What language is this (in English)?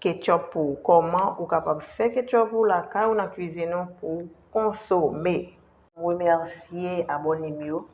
Haitian Creole